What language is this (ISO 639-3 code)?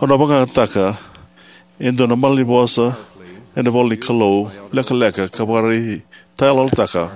fij